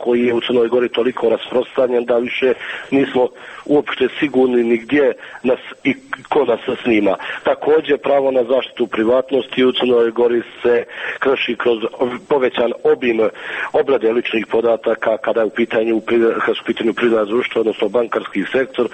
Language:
Serbian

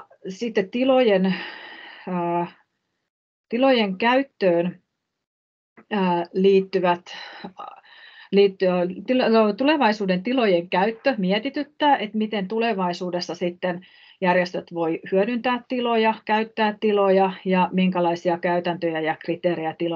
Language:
Finnish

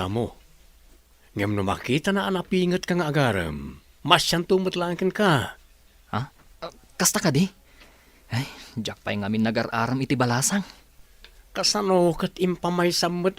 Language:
Iloko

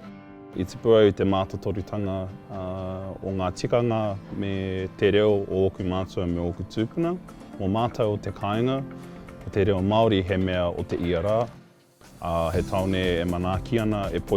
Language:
Māori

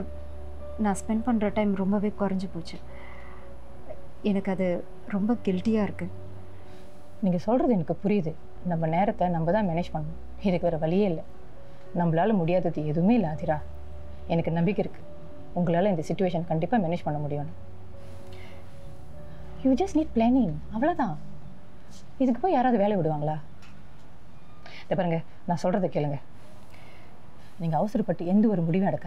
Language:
Tamil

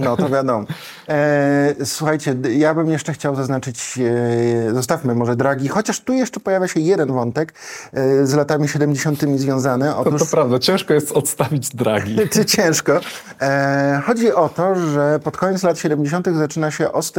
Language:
Polish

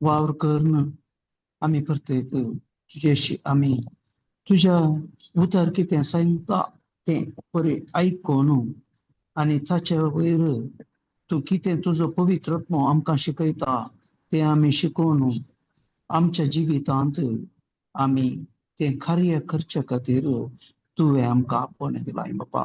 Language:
Konkani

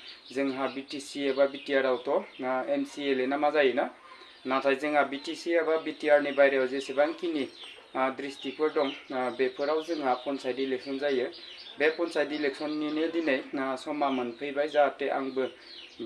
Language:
Bodo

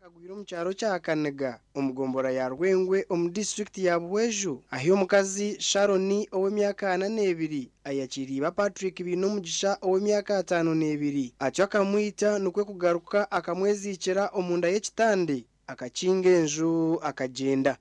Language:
Nyankole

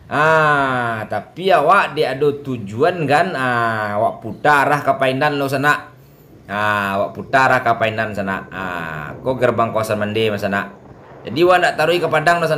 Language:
Minangkabau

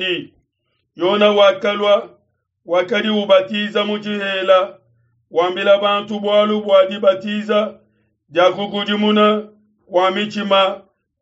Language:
Luba-Lulua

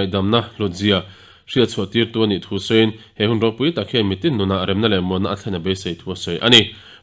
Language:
Mizo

